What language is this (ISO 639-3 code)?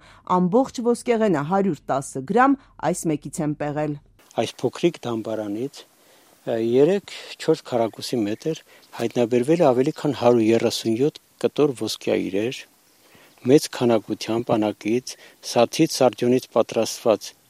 hye